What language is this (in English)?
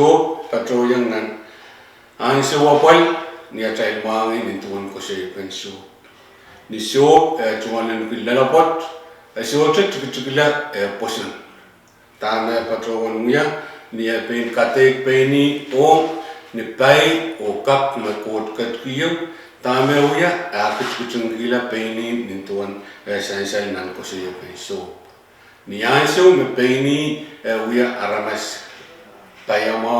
Pohnpeian